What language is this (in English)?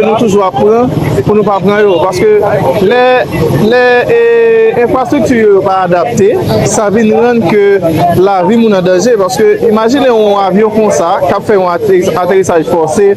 Haitian Creole